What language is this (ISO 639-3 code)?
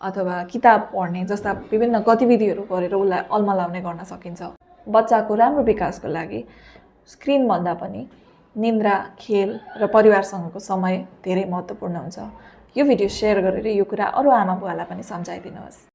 nep